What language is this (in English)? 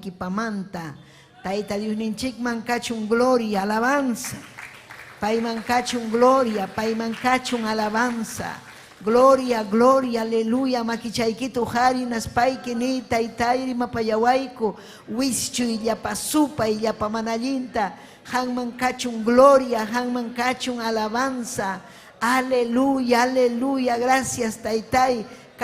Ayacucho Quechua